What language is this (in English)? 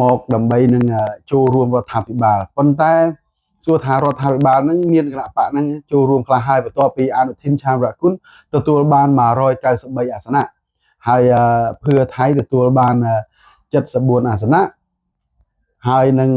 Khmer